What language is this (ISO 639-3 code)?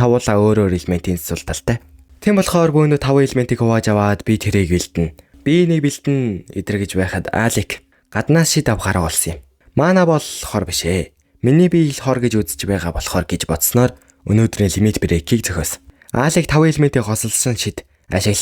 mon